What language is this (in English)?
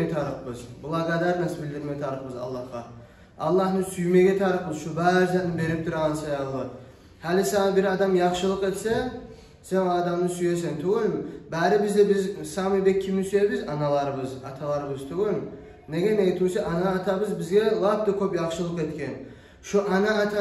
Kumyk